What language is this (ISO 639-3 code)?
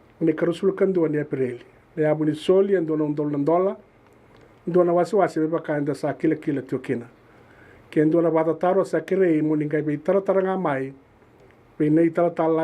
fij